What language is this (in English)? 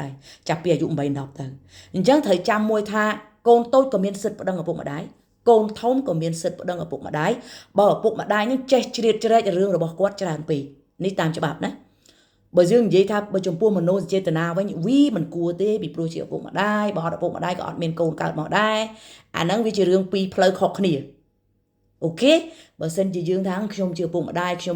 Khmer